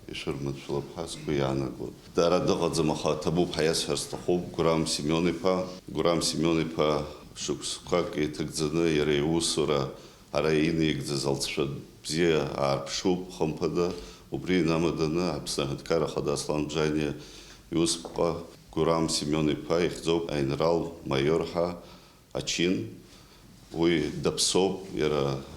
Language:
Abkhazian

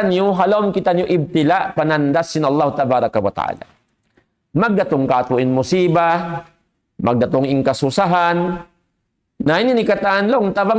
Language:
Tausug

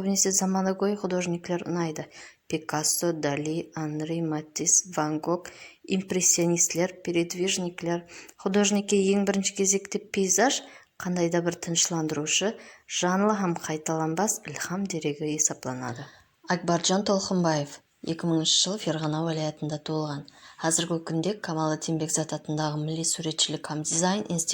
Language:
Kara-Kalpak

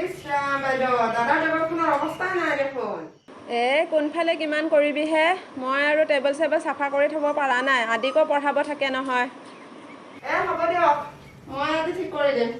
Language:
Assamese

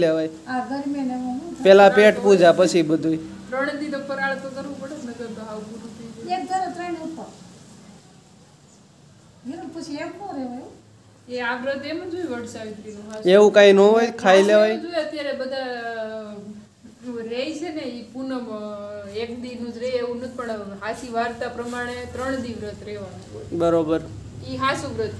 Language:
Gujarati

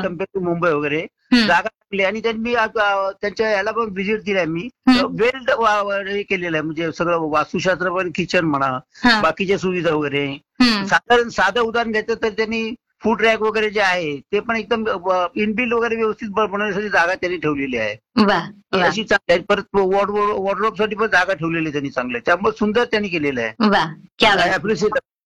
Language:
Marathi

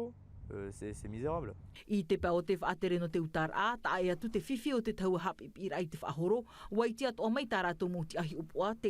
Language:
Tahitian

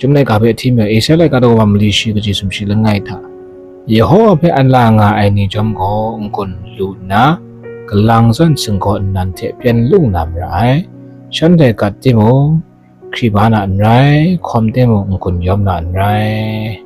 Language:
Kachin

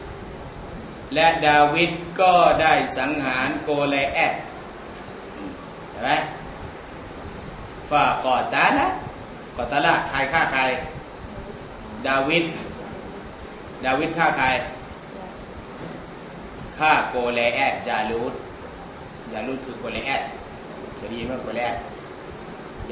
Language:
Thai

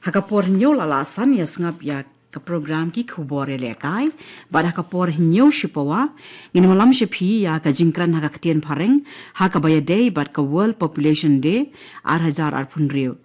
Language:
Khasi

